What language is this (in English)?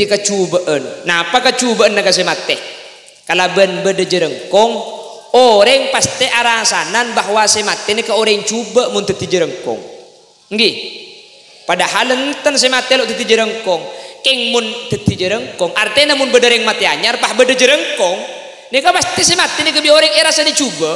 Madurese